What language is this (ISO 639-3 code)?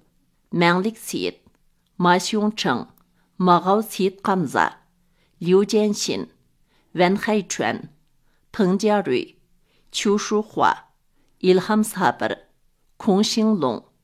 uig